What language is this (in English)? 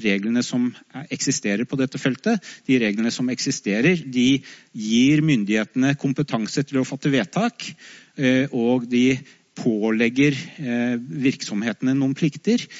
Norwegian